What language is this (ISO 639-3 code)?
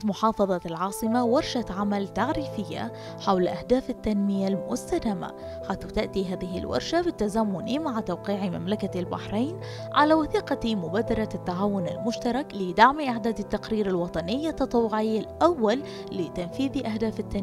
ara